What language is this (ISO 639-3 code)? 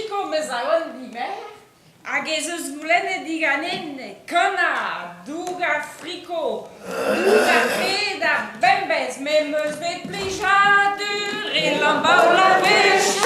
bre